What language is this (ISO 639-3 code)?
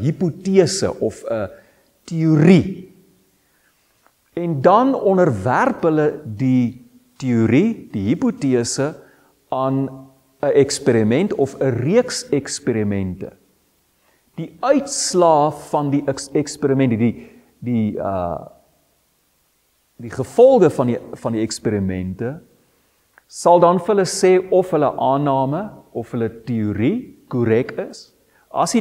afr